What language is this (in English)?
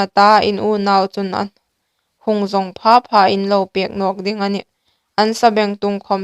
Hmar